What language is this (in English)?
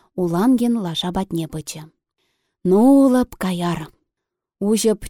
Chuvash